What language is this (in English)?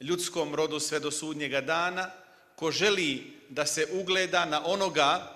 Bosnian